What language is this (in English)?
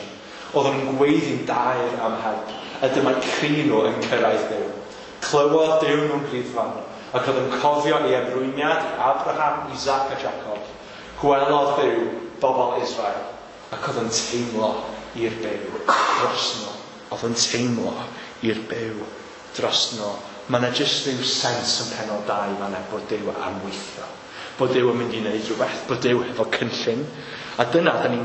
Welsh